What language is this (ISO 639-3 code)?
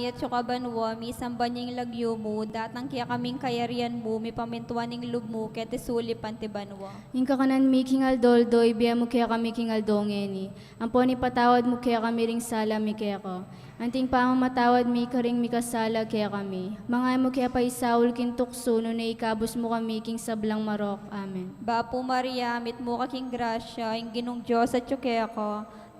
pam